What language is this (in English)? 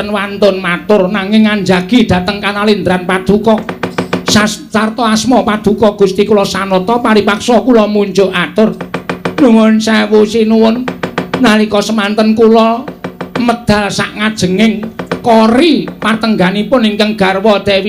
Javanese